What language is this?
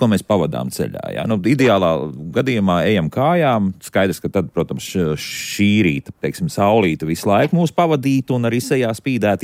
Latvian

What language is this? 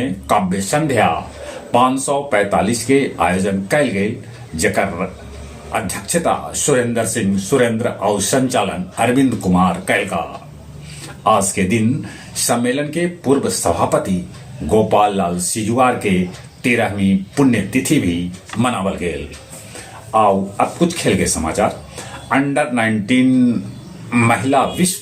Magahi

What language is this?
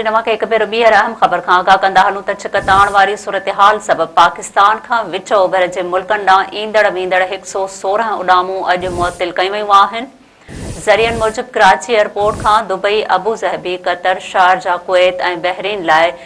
Sindhi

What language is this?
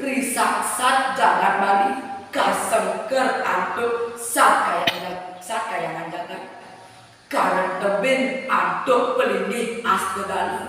Balinese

